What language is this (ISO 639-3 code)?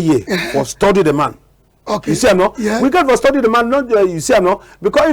wes